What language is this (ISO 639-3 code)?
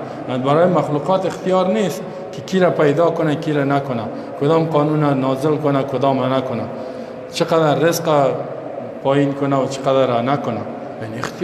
fas